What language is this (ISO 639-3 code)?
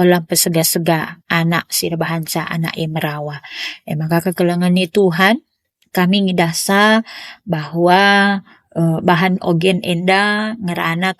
btx